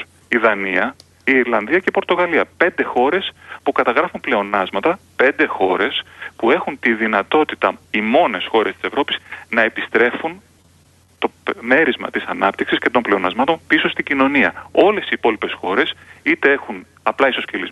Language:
Greek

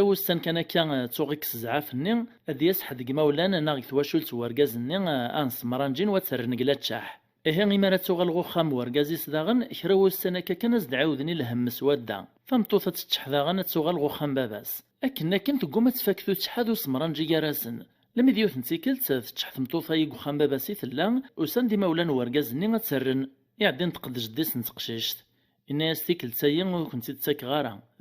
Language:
Kabyle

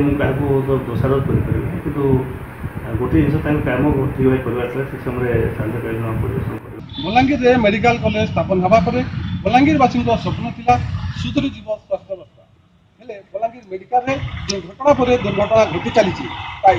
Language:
Odia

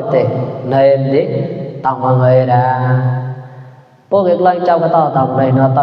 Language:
Mon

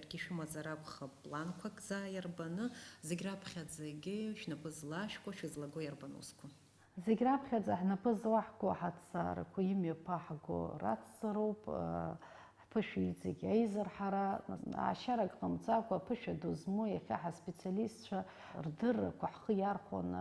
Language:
Abkhazian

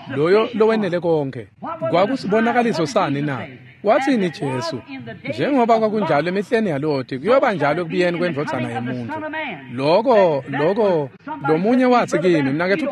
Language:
Swati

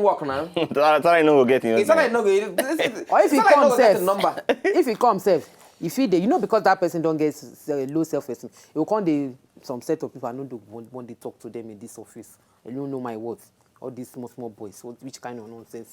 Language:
Nigerian Pidgin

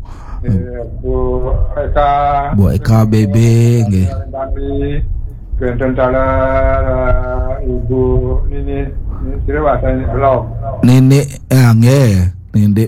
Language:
Balinese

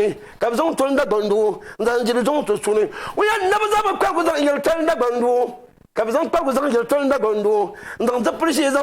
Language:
Dagbani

